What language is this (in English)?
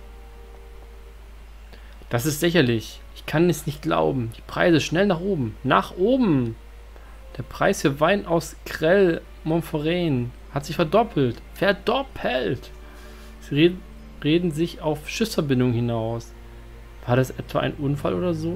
German